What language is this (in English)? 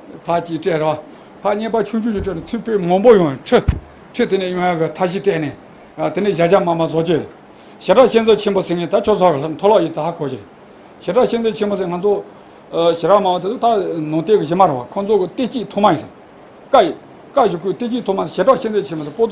Tibetan